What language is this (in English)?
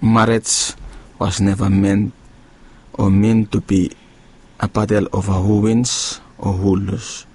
Bislama